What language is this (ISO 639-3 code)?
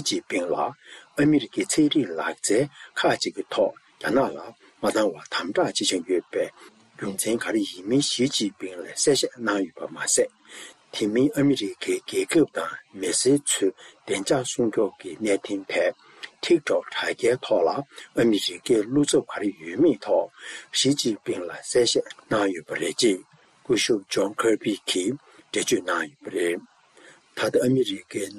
bod